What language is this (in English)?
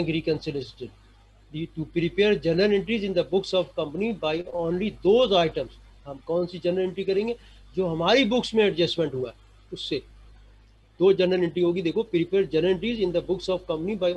Hindi